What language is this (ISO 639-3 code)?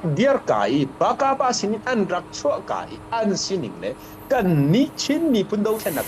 cfm